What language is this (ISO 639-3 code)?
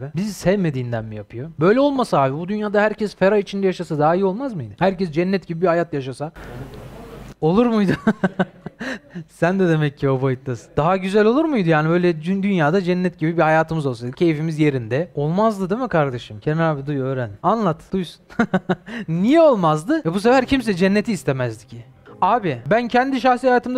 tur